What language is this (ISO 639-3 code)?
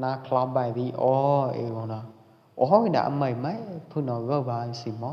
kjp